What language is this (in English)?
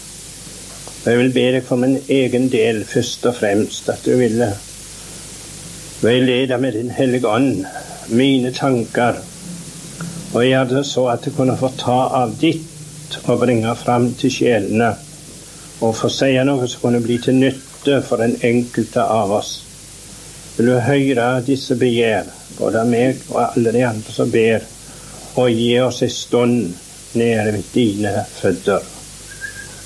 Norwegian